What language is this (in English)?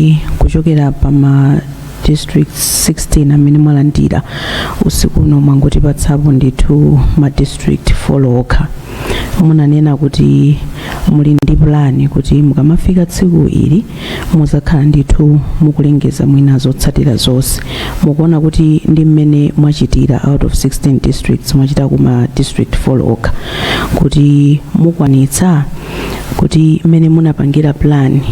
Nyanja